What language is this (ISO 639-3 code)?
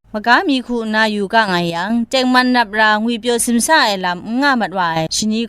kac